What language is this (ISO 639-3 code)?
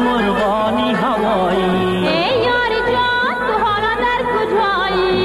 fas